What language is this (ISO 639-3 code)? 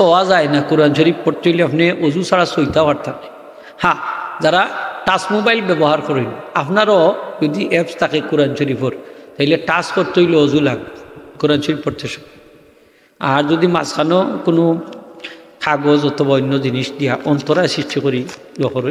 syl